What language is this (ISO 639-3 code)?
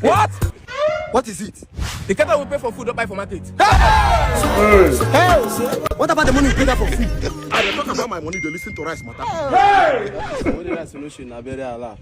pcm